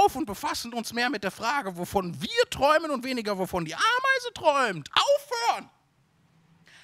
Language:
German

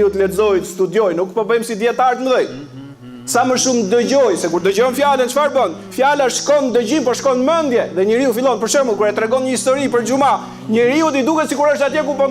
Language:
Albanian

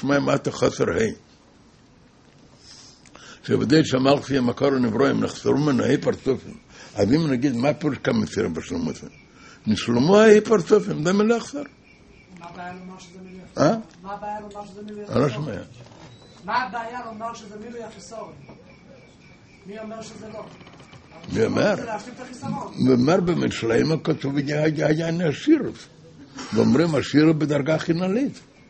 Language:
Hebrew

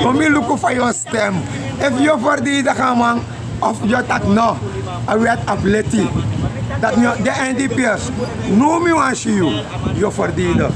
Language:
Sranan Tongo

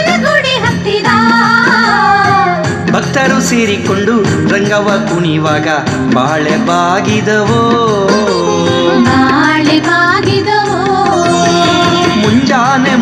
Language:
Kannada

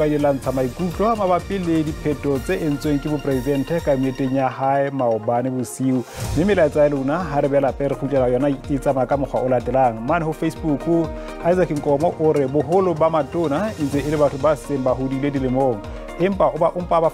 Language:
Southern Sotho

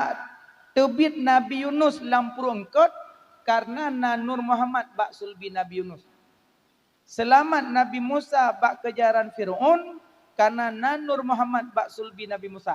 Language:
Achinese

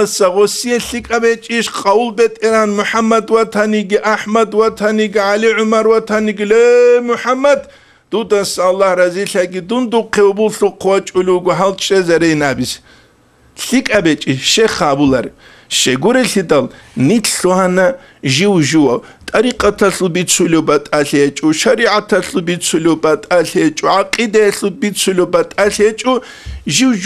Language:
Avaric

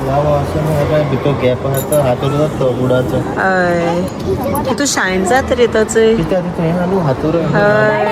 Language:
Konkani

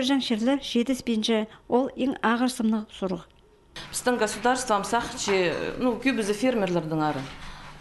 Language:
Khakas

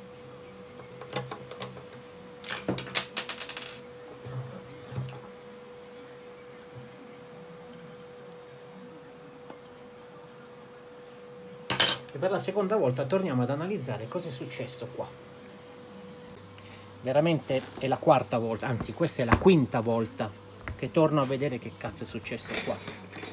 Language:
Italian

